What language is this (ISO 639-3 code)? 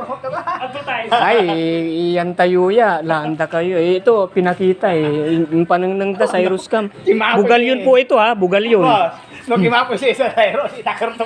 pag